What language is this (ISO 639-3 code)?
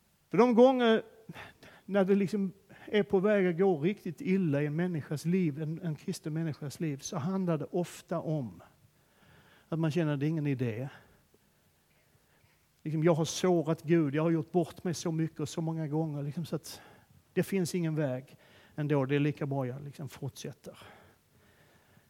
swe